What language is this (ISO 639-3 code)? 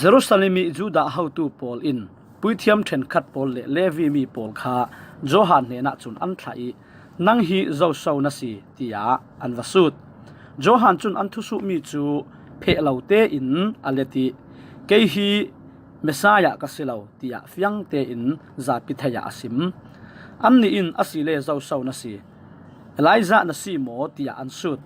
cfm